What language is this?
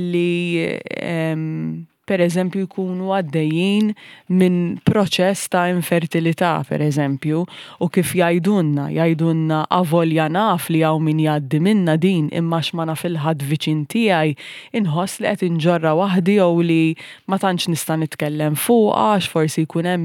Maltese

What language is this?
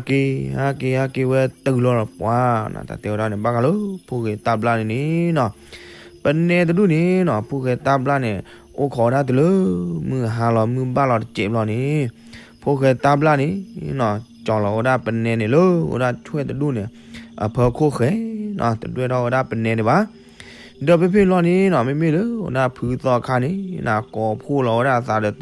S'gaw Karen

